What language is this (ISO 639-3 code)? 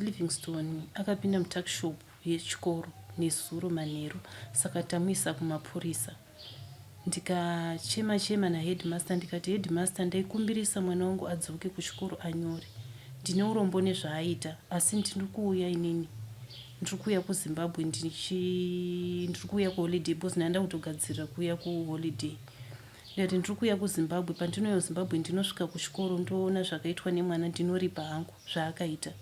sna